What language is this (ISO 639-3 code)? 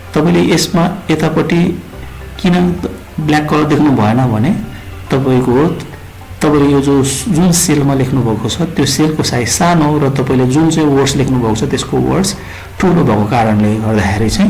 nep